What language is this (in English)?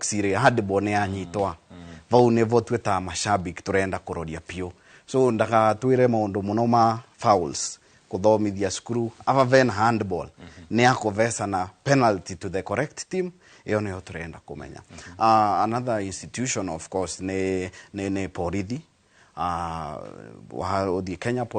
Kikuyu